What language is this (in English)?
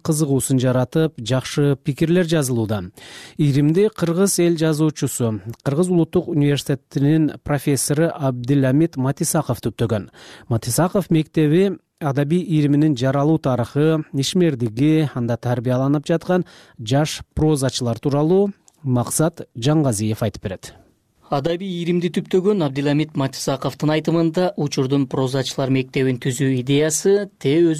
Kyrgyz